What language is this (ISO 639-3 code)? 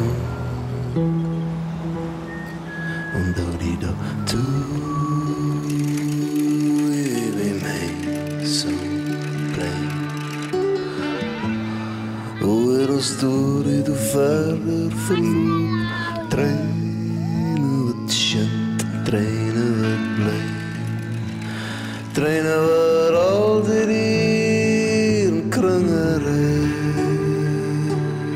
afr